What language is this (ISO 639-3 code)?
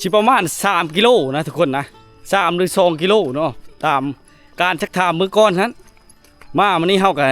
lao